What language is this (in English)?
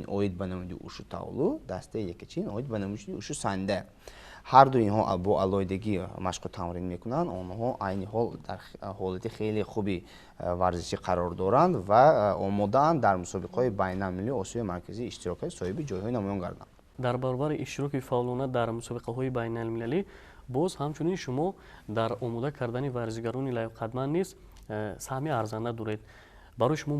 Tajik